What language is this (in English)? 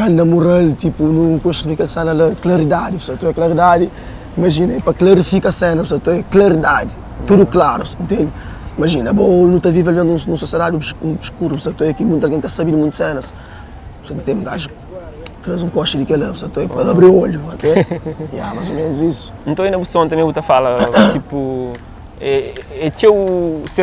Kabuverdianu